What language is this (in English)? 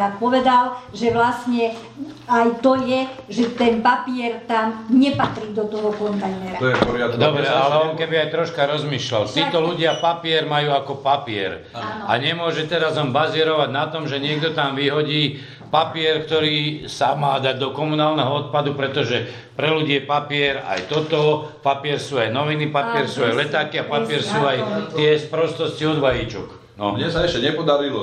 Slovak